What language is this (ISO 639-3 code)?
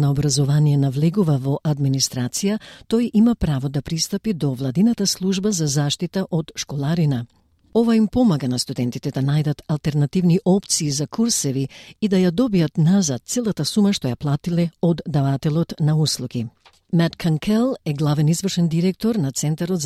mkd